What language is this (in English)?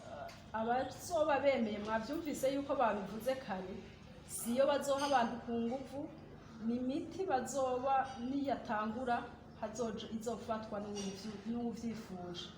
Rundi